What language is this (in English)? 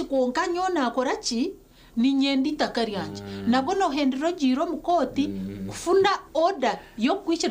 Nyankole